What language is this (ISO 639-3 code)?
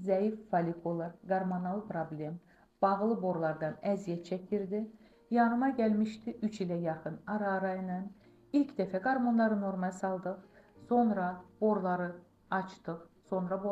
aze